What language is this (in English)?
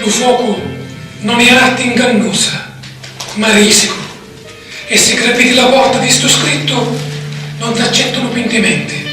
Sicilian